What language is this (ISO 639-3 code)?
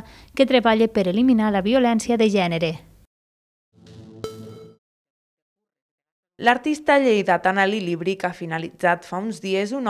cat